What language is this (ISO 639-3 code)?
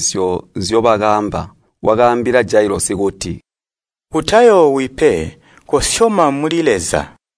toi